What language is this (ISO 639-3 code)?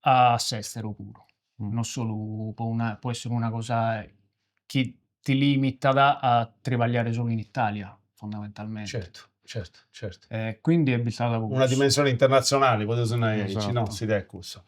srd